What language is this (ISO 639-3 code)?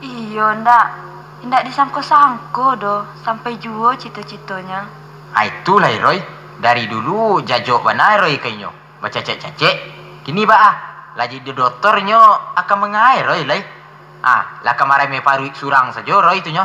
min